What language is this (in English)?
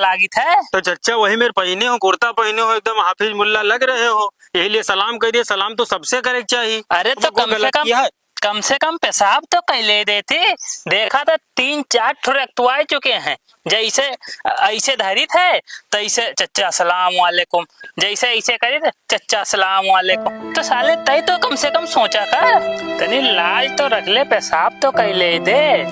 Awadhi